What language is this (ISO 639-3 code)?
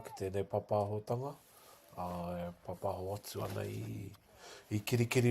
mri